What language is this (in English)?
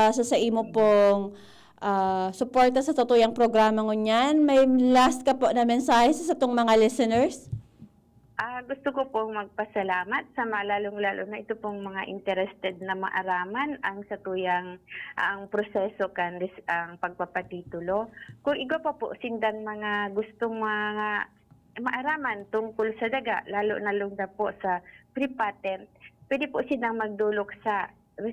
Bikol